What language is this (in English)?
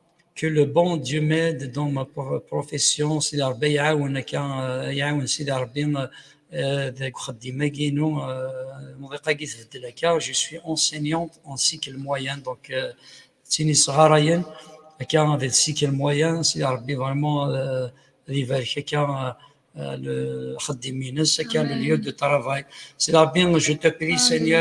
Kabyle